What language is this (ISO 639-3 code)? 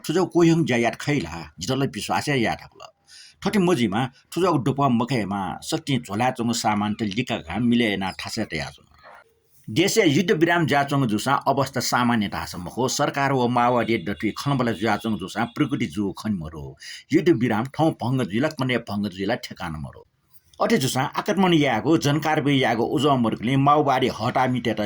new